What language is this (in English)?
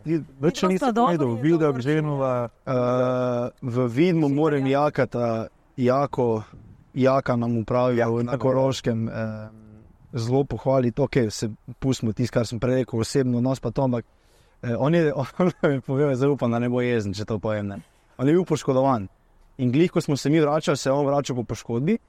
Slovenian